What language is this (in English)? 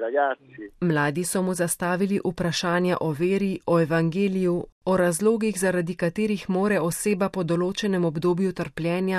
Slovenian